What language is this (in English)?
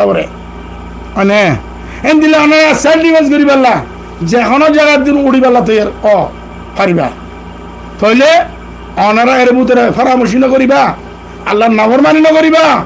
Rohingya